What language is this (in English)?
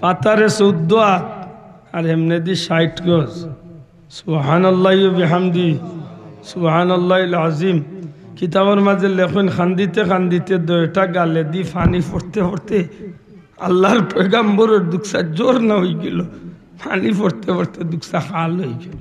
Sylheti